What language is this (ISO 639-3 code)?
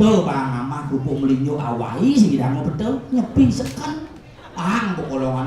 ban